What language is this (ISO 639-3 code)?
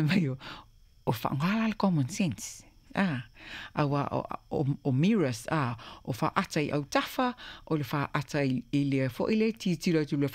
smo